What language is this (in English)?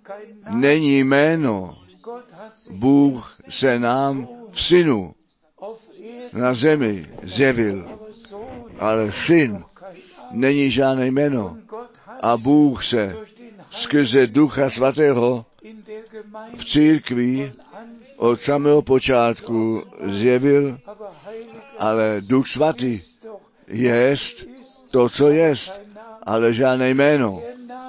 Czech